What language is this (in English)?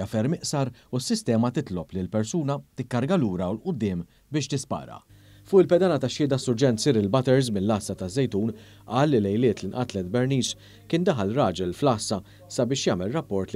Maltese